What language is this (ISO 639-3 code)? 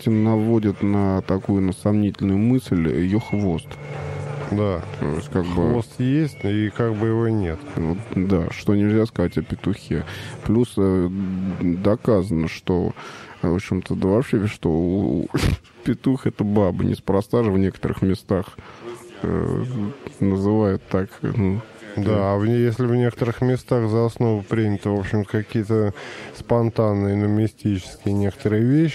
rus